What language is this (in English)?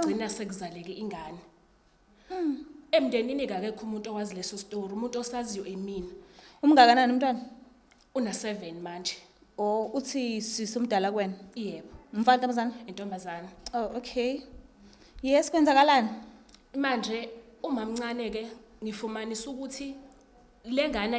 Zulu